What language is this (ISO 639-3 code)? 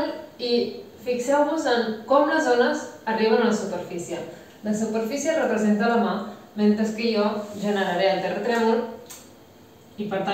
cat